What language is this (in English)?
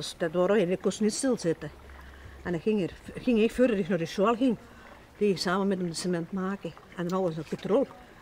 Limburgish